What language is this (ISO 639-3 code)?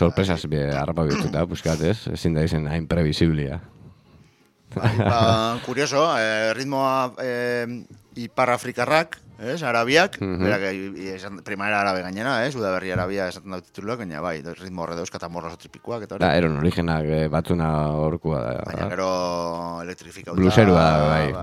eus